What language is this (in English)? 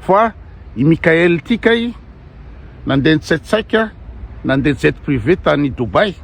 Malagasy